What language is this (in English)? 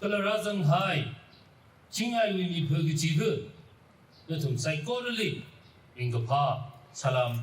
Tangkhul Naga (India)